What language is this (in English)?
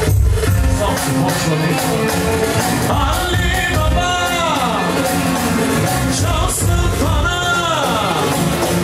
Bulgarian